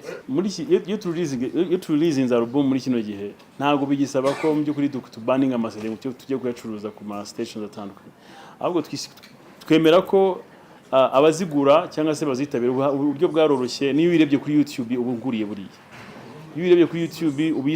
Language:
Kinyarwanda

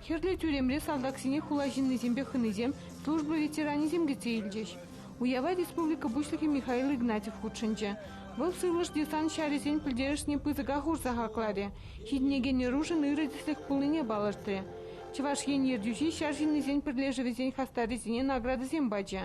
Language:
Chuvash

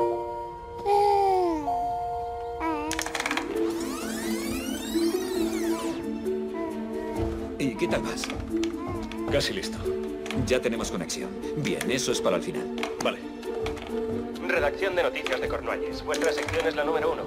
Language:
Spanish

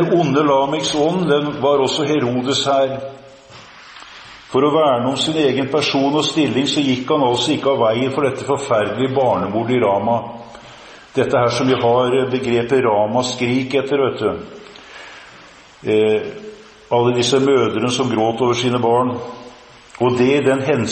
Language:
Norwegian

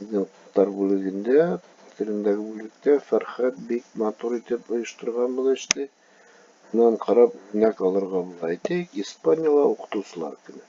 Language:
Bashkir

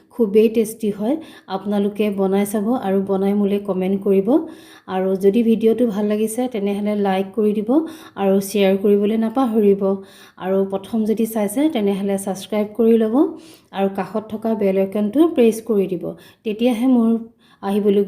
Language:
Assamese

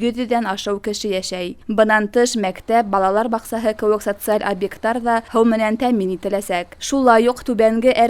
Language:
Bashkir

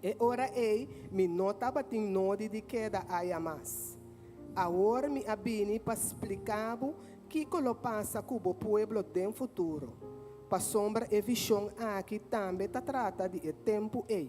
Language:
Papiamento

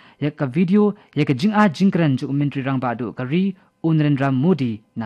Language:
Khasi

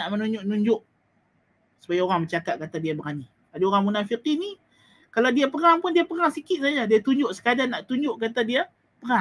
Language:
Malay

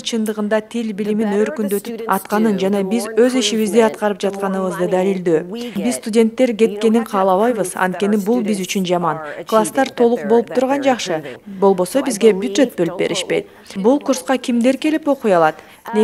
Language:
Kyrgyz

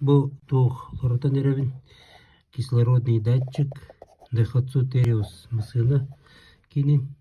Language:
Yakut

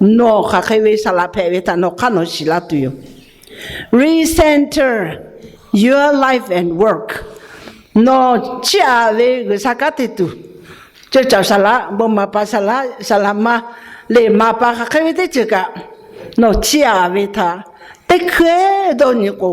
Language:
Lahu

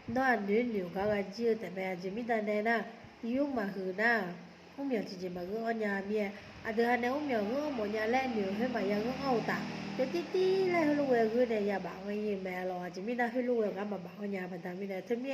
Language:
Akha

